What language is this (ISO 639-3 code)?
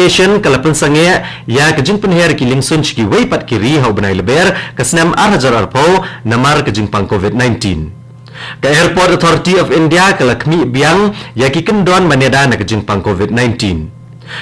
kha